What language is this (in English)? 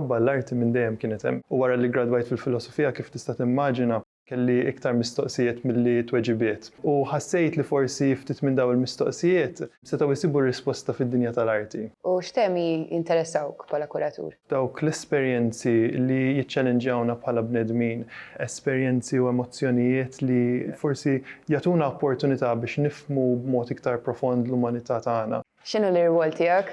Maltese